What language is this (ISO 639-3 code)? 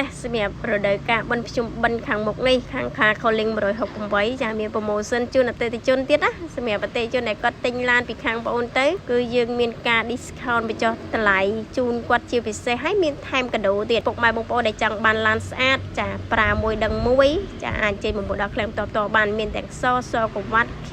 khm